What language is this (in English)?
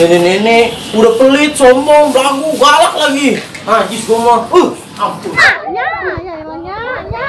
Betawi